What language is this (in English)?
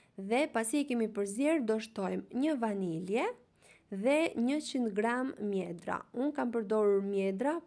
Albanian